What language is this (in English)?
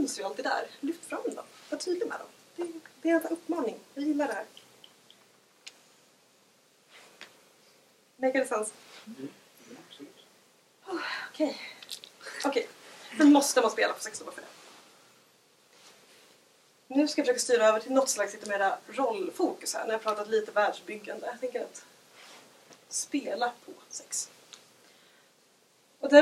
Swedish